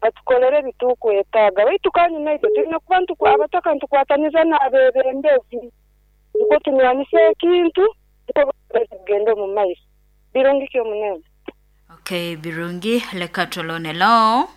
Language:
Nyoro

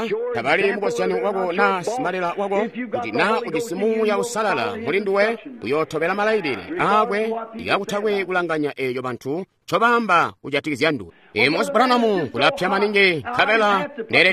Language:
Tonga (Zambia)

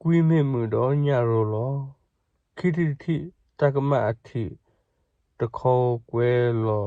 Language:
S'gaw Karen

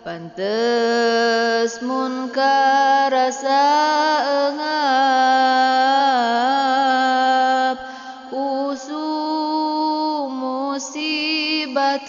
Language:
Sundanese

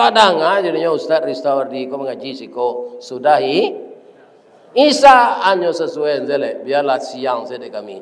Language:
Minangkabau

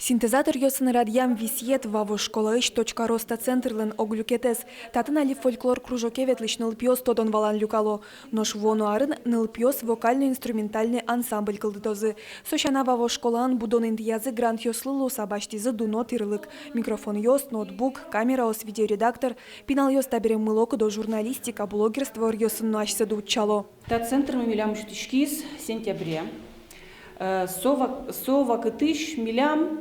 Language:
Udmurt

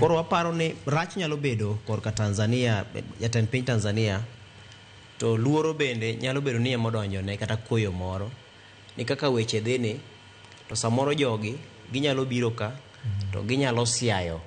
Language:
Luo (Kenya and Tanzania)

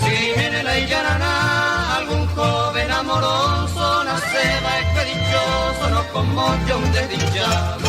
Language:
Guarani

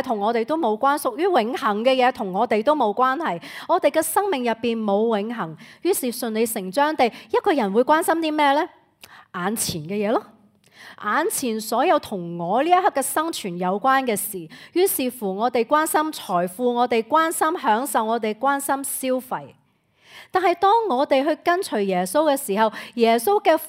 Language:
Cantonese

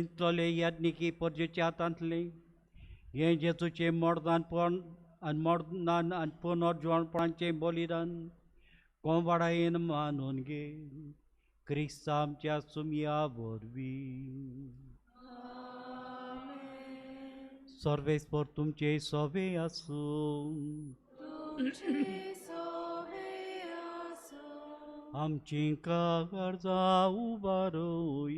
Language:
Konkani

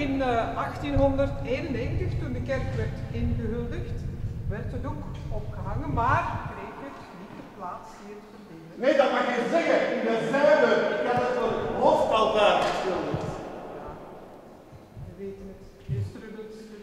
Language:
Dutch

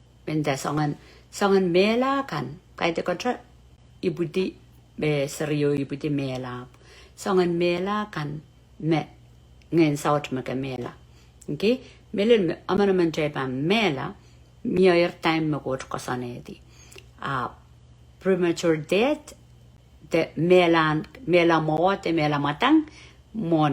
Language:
Pohnpeian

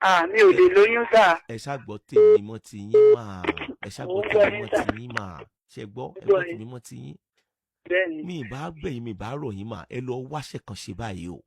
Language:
Yoruba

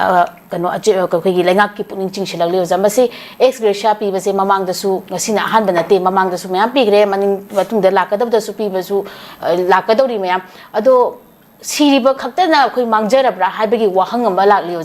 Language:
Manipuri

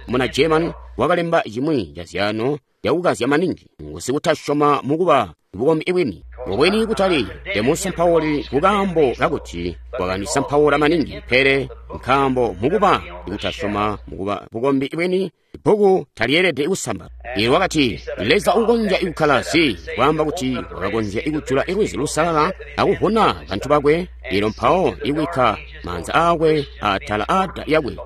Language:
Tonga (Zambia)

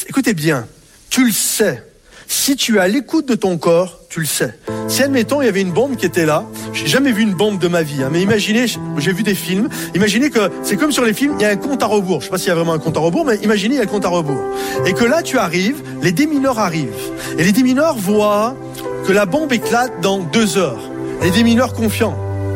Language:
French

